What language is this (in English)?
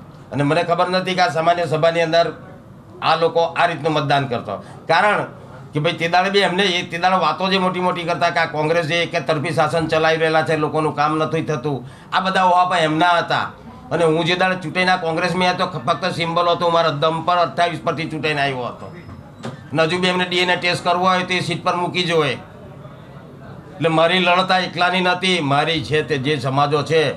Gujarati